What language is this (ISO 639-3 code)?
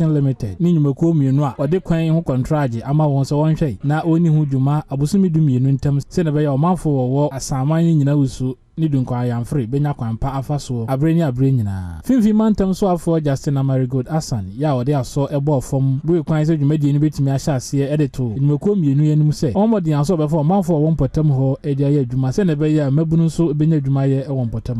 aka